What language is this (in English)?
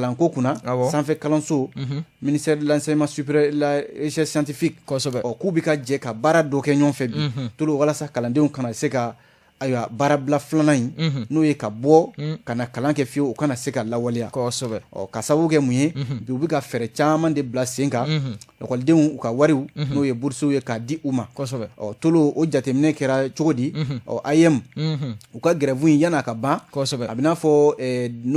Bambara